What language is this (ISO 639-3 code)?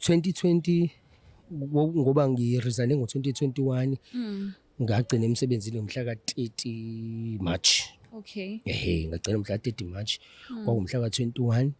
zul